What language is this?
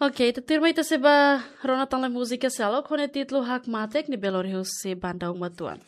Tetum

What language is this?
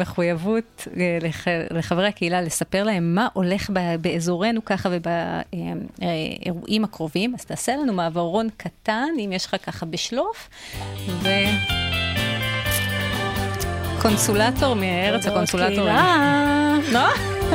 Hebrew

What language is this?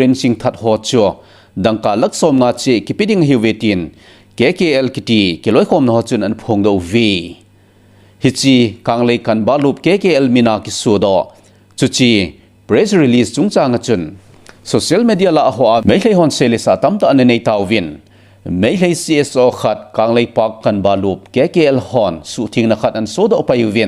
Thado Chin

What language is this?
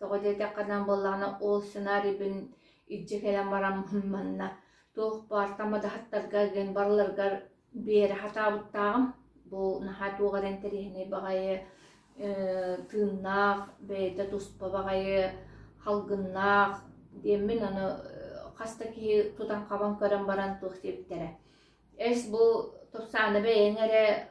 Yakut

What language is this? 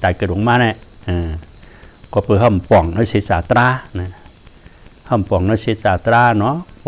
Shan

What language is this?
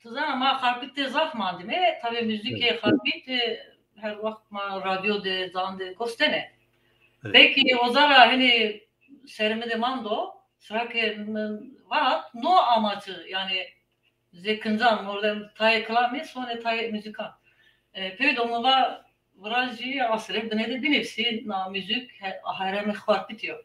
Zaza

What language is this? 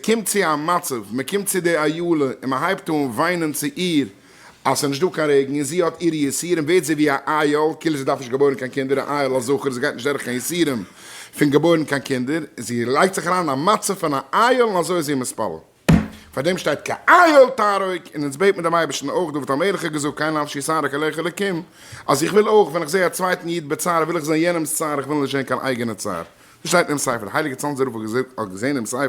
Yiddish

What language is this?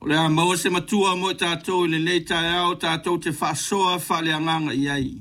Samoan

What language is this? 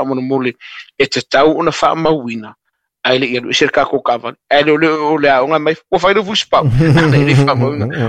Samoan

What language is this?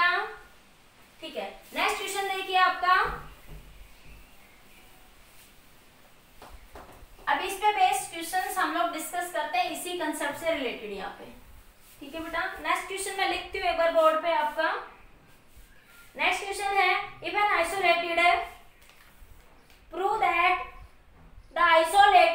Hindi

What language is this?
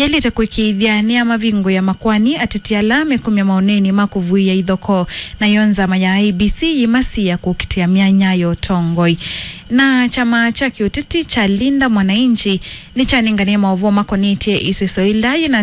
Kamba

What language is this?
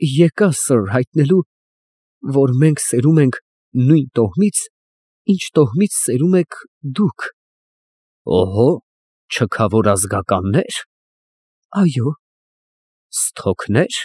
Armenian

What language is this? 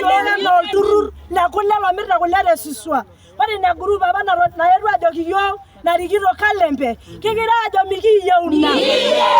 Masai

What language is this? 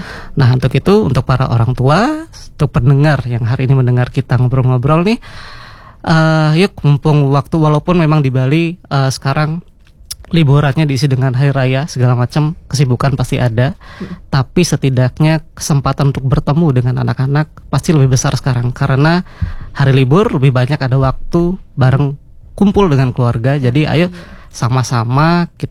Indonesian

